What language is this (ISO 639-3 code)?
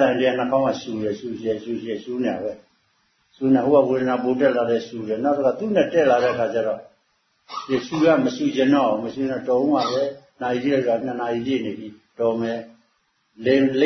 mya